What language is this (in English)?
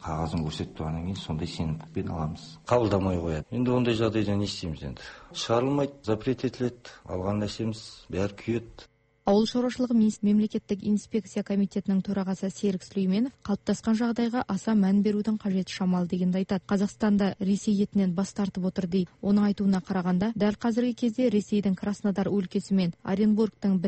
Kazakh